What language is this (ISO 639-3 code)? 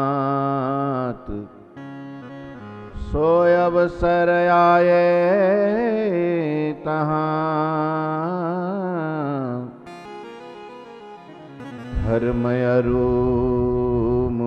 guj